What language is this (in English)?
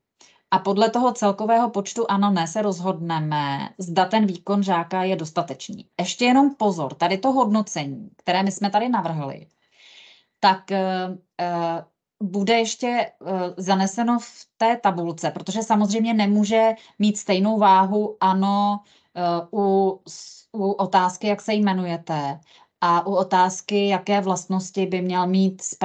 Czech